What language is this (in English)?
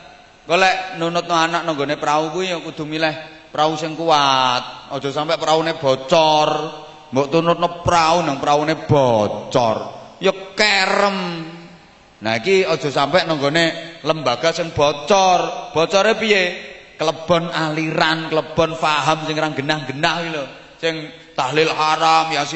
Javanese